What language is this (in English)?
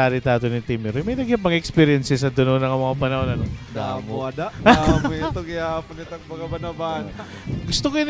Waray